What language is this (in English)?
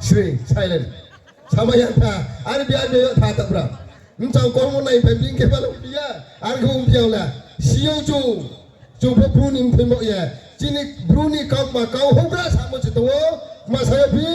Riang (India)